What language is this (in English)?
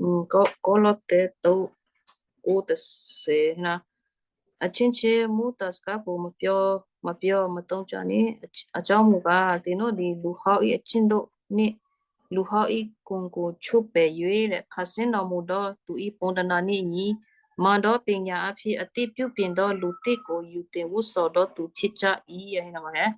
Western Kayah